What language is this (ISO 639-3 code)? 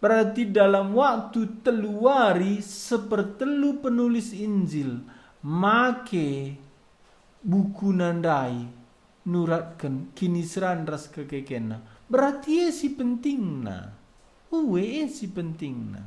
btx